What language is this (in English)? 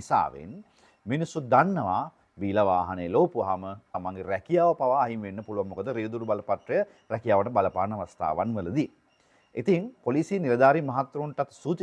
Sinhala